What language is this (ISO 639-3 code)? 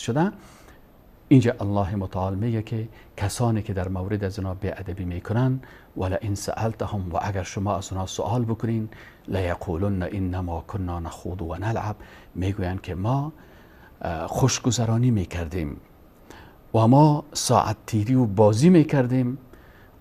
fas